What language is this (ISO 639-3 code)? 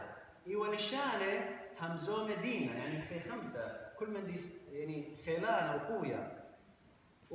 aii